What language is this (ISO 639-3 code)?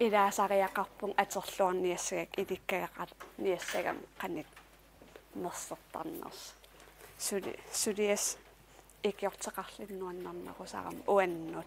kal